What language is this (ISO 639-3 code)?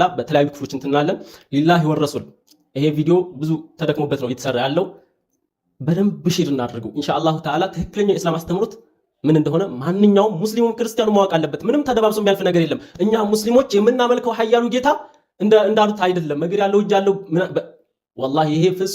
amh